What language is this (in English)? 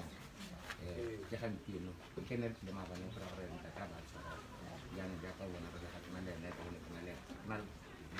Tswana